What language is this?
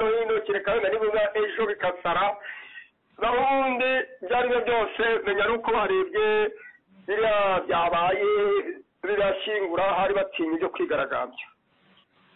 Kinyarwanda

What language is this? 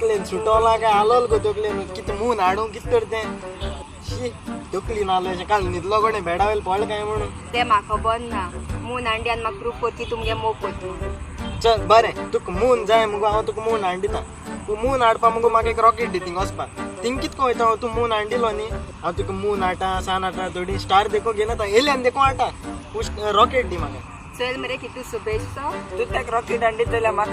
Konkani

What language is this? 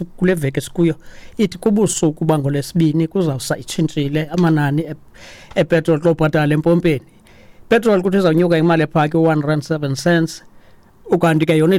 Xhosa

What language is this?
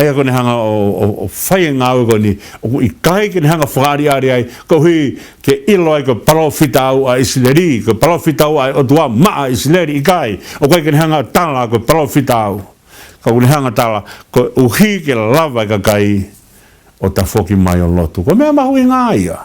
Tongan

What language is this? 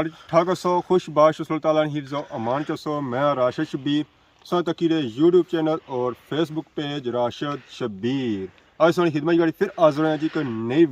Pahari-Potwari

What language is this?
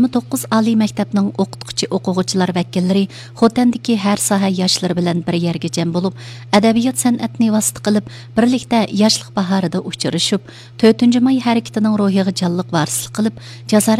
Uyghur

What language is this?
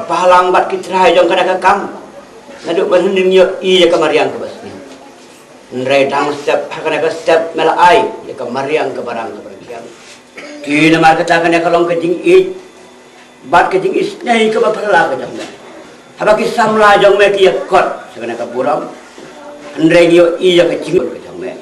Khasi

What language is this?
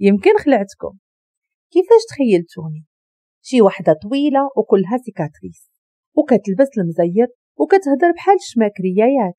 Moroccan Arabic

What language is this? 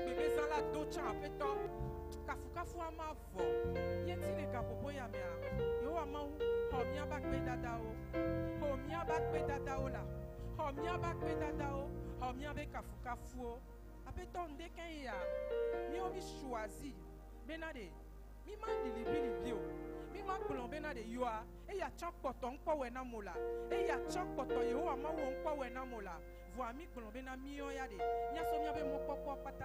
Ewe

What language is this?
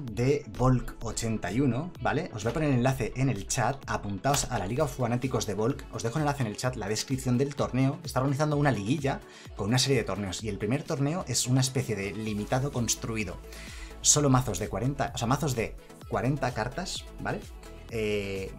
Spanish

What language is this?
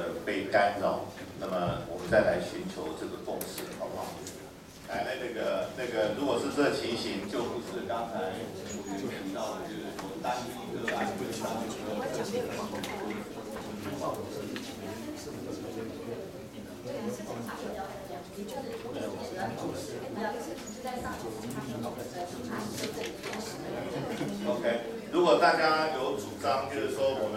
Chinese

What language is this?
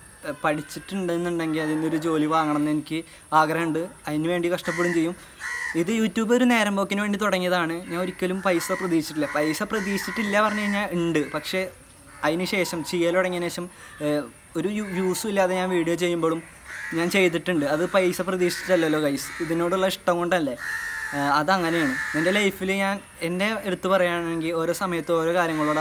Malayalam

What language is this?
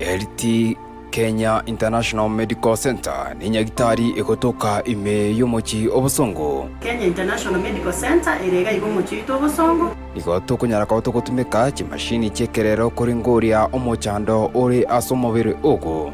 Gusii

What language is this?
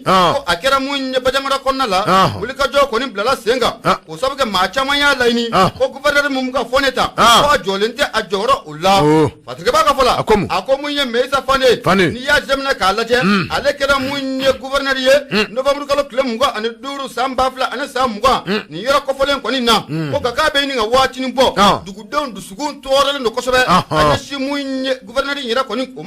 Bambara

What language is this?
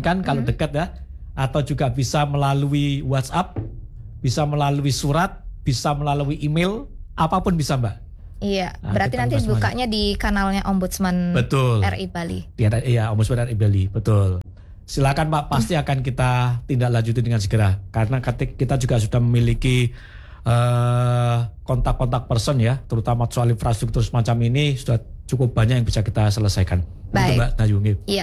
Indonesian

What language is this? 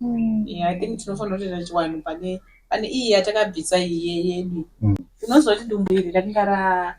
Shona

